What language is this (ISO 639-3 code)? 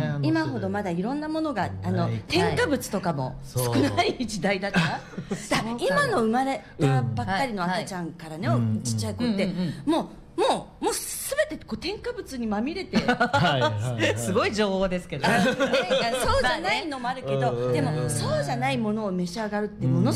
jpn